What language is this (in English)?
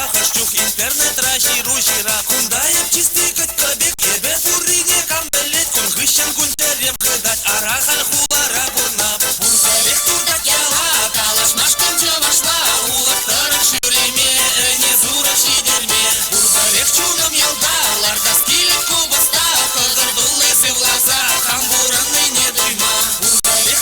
Chuvash